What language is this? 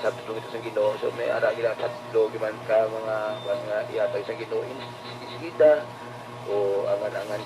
Hiligaynon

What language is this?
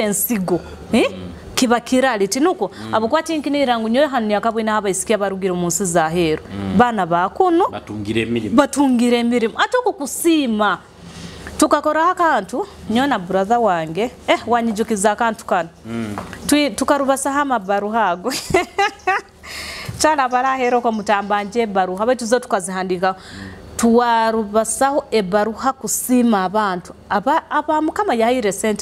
Nyoro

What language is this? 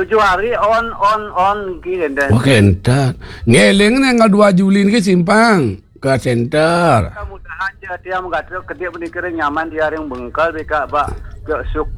Balinese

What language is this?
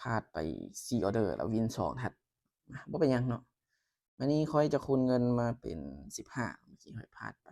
Lao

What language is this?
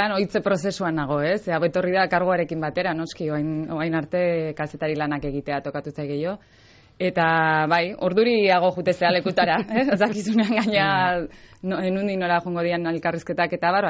Basque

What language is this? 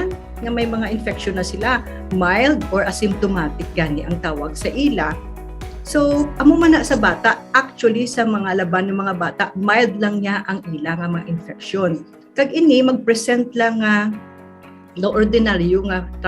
Hiligaynon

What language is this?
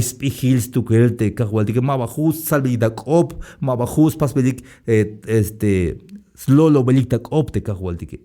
Tzeltal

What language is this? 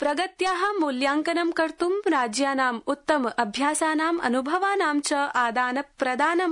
Sanskrit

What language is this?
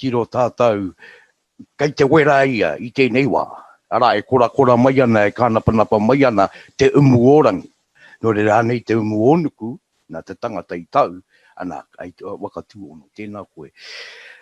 Māori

